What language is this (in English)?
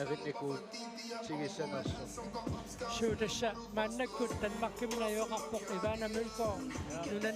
Kalaallisut